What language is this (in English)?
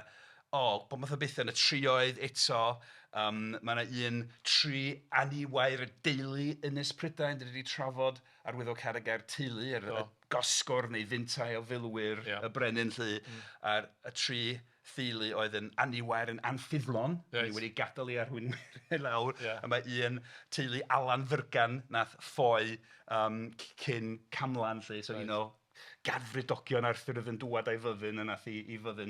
Welsh